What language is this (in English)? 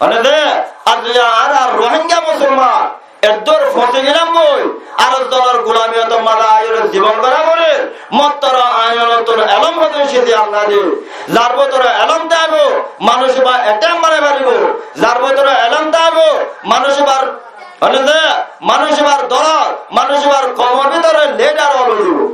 Rohingya